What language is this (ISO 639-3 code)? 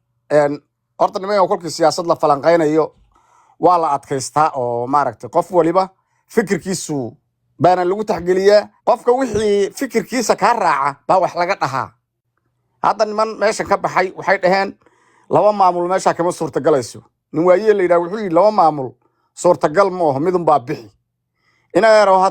som